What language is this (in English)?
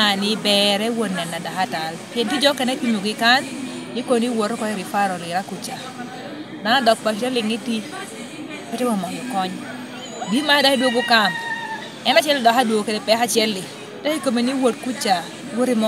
Lango (Uganda)